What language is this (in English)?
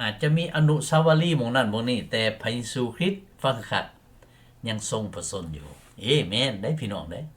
Lao